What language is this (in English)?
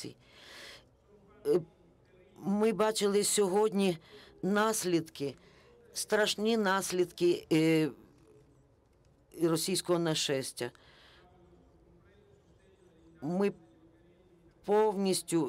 Ukrainian